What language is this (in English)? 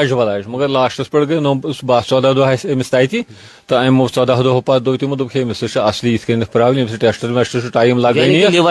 Kashmiri